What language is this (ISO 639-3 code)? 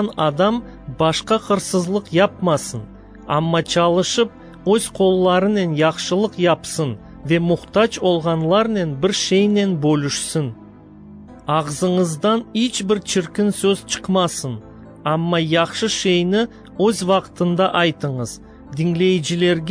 crh